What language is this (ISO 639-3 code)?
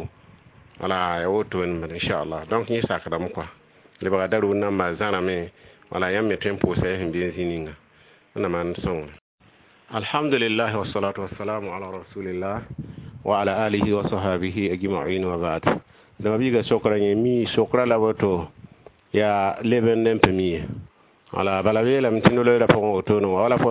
mos